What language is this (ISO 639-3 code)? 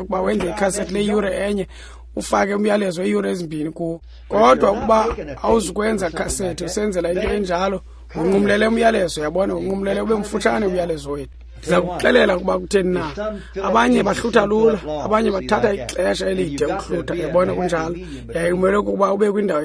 xho